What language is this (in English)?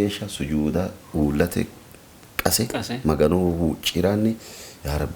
Sidamo